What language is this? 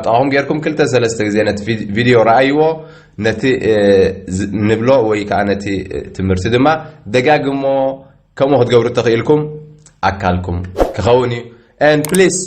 Tigrinya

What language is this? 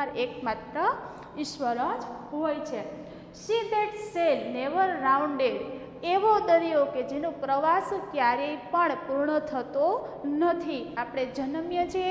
Gujarati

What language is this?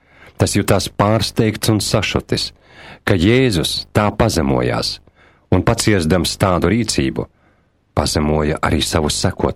Latvian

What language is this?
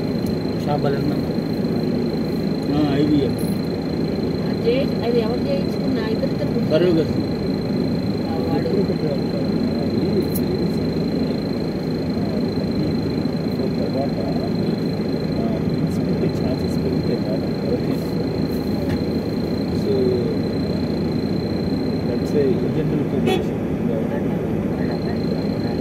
Telugu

